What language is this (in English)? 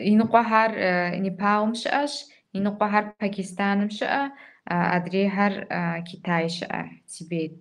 Kabardian